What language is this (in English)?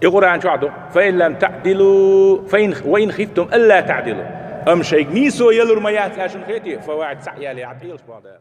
Chechen